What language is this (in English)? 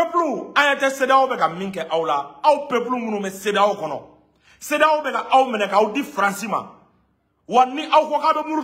Bambara